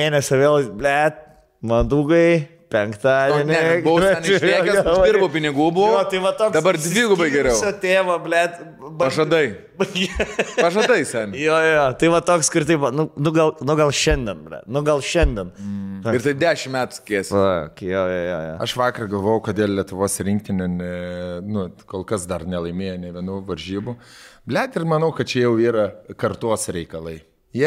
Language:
Lithuanian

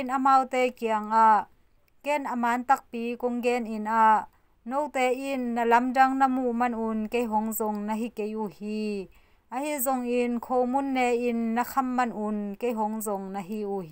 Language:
Tedim Chin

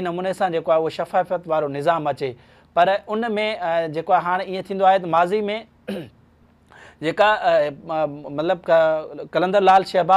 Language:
Sindhi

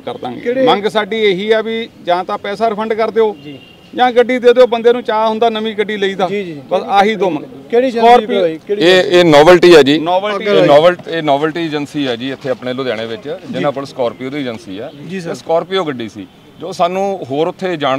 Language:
Punjabi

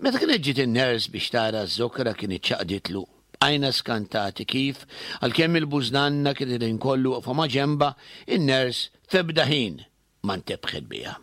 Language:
Maltese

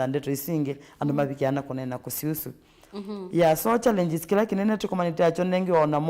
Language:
Kamba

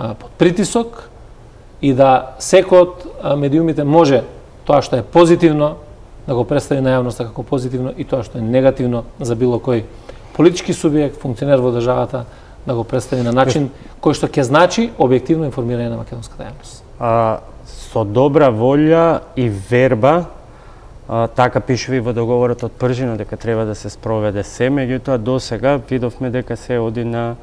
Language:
Macedonian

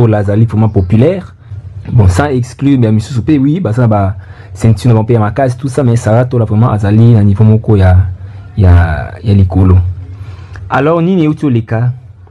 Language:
Lingala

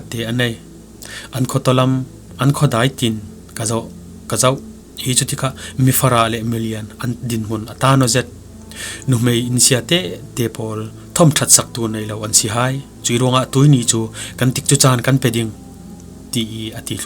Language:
Falam Chin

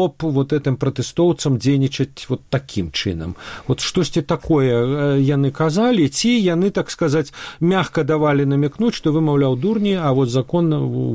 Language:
Belarusian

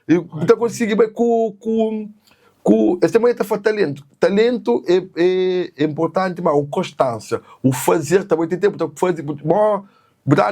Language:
Kabuverdianu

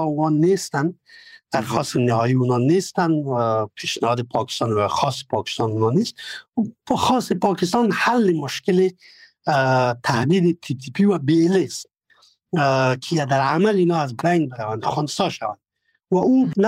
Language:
Persian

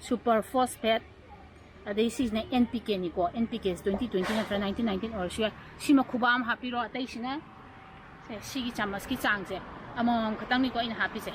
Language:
Manipuri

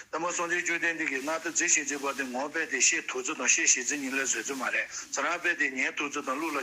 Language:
Tibetan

